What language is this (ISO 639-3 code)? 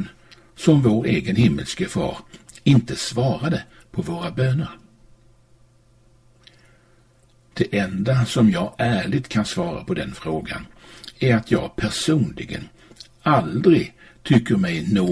swe